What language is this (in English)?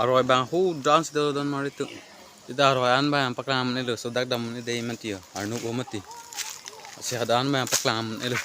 Karbi